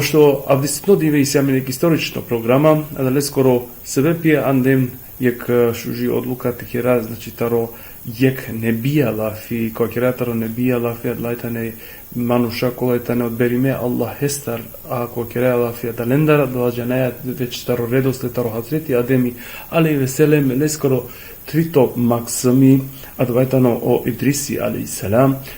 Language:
Balkan Romani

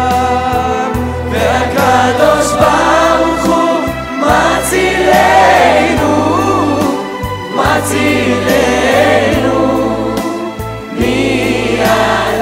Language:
Hebrew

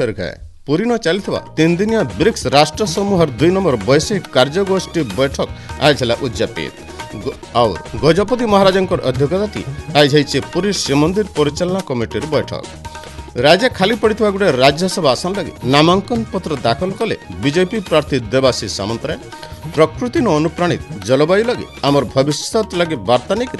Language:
Odia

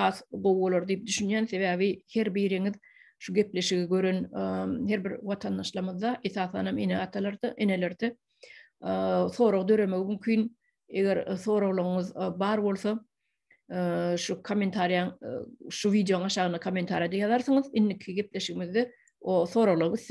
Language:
Turkmen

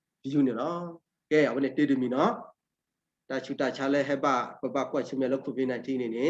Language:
S'gaw Karen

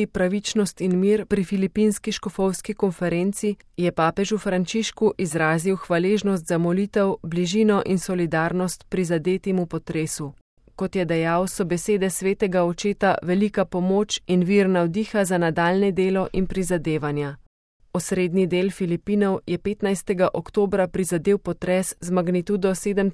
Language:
Slovenian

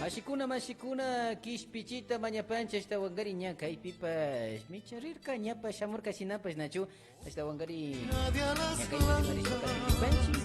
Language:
Imbabura Highland Quichua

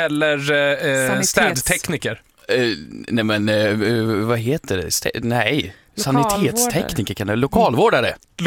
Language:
Swedish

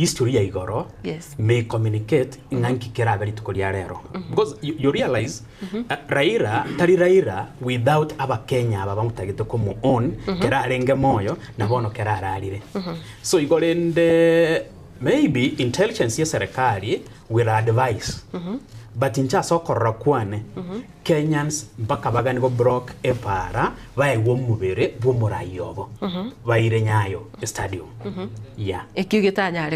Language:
Gusii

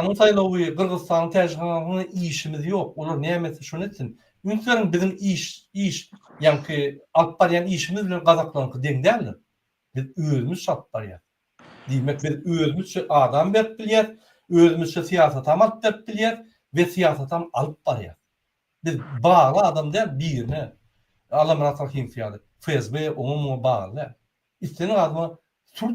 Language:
Turkmen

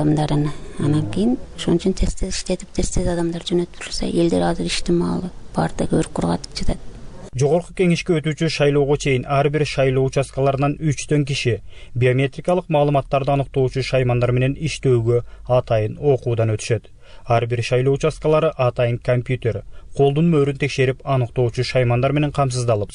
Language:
Kyrgyz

